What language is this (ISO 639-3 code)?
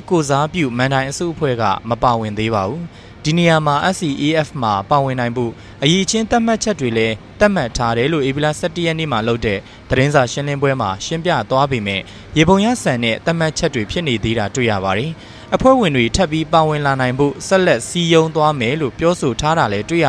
mya